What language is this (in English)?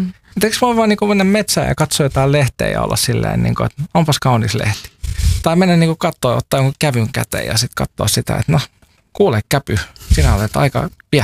Finnish